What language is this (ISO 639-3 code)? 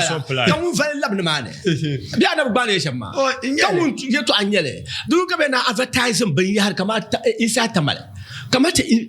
dag